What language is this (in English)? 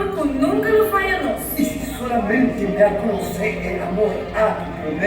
Papiamento